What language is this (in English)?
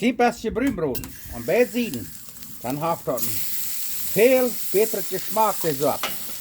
Plautdietsch